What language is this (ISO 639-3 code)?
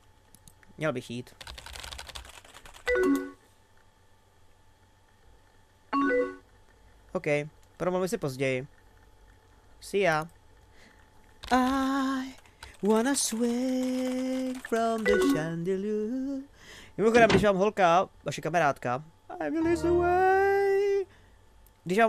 ces